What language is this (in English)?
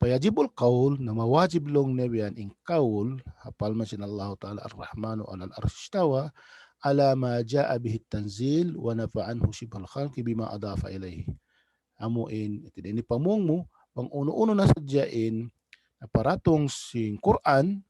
Tausug